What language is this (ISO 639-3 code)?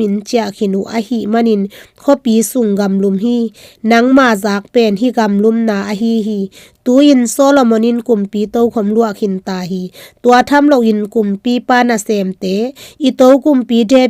ctd